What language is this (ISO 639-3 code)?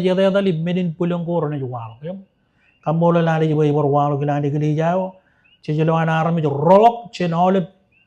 mah